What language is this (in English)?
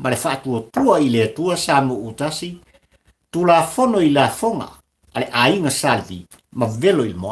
Samoan